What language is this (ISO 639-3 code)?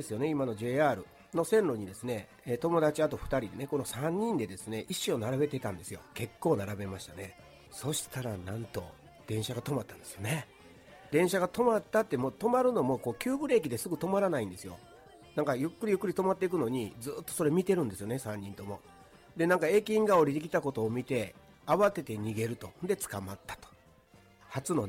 jpn